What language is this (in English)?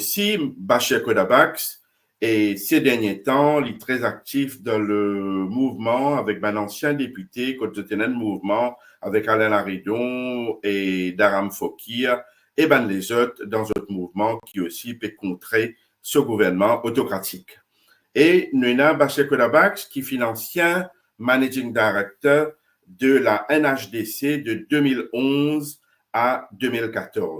Morisyen